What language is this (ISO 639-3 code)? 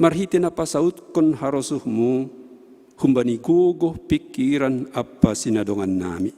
bts